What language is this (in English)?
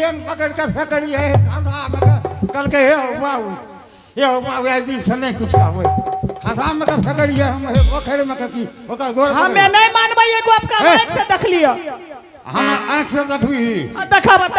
Angika